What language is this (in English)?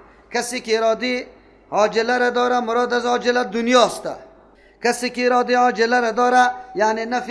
Persian